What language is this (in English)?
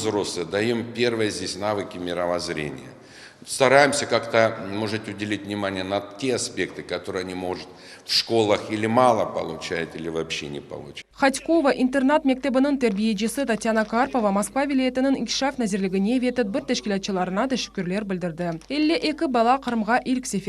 Crimean Tatar